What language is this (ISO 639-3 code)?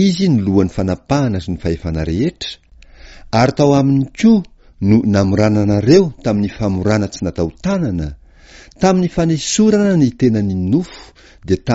mlg